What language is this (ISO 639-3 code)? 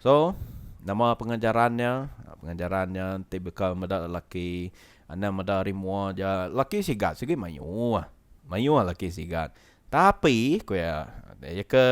iba